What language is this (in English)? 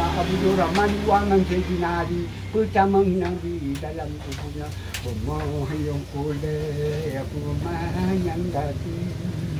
Achinese